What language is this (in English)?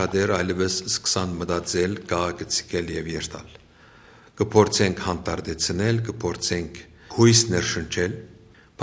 Armenian